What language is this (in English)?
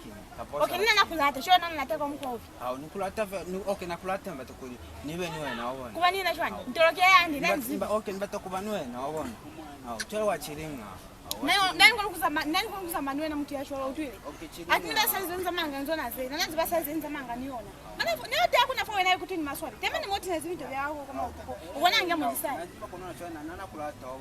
Lozi